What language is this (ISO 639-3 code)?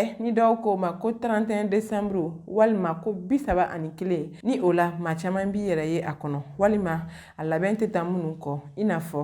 bam